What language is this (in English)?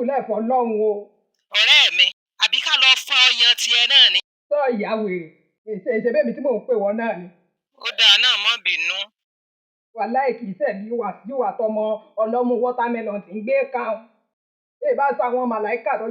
Yoruba